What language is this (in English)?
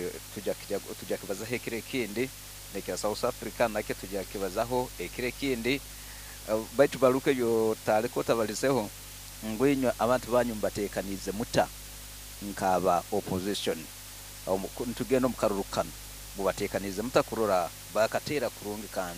Nyoro